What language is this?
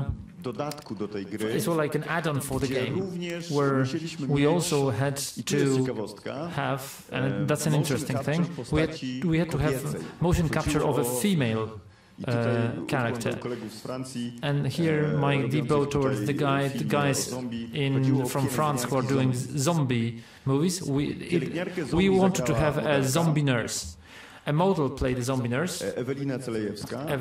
Polish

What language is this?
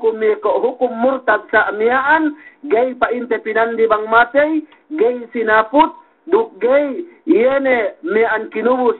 Yakan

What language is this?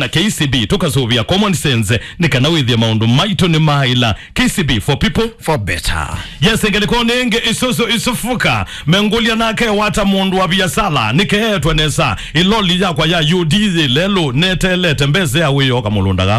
Kamba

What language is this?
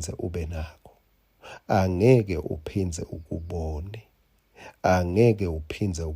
Swati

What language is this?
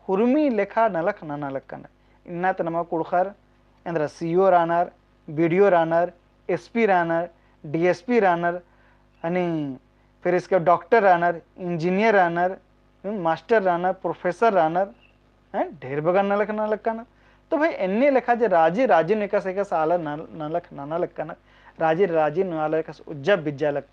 Kurukh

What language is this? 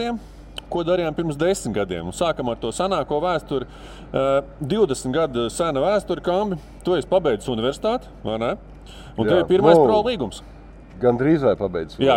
Latvian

